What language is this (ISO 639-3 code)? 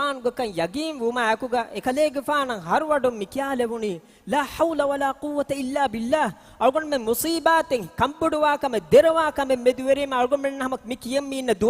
div